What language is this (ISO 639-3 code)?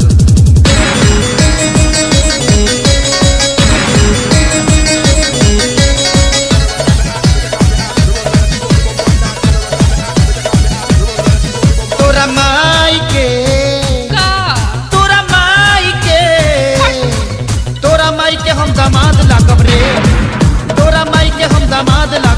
bho